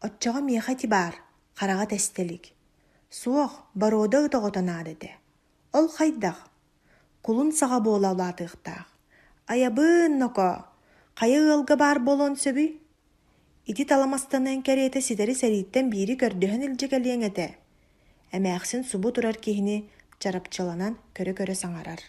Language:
Yakut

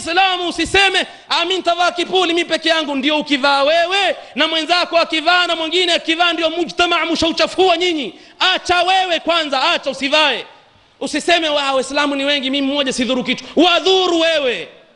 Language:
Swahili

